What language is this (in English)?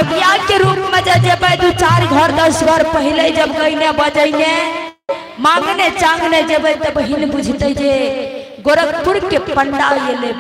Maithili